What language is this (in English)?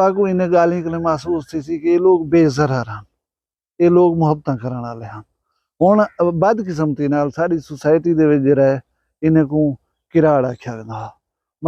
Saraiki